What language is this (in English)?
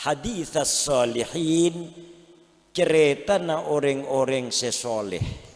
Madurese